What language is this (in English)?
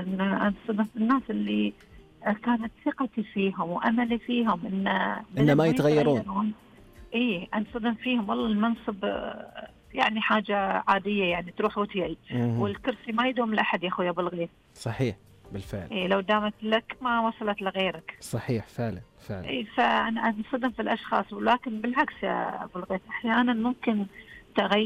Najdi Arabic